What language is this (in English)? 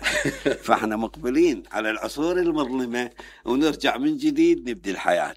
Mesopotamian Arabic